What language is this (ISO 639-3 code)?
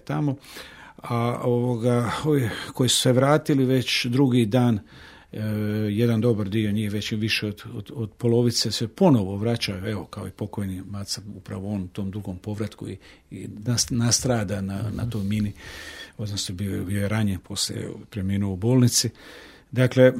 hrv